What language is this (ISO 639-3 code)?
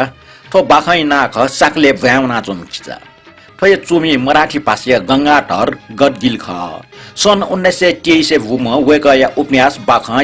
new